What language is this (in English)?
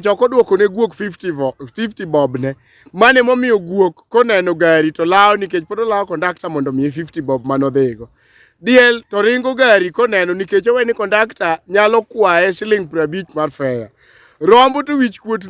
Luo (Kenya and Tanzania)